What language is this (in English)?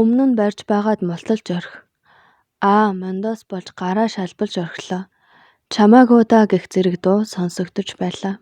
Mongolian